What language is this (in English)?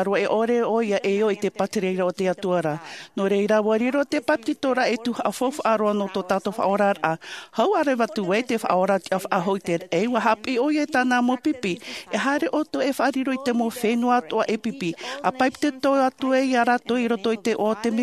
Tahitian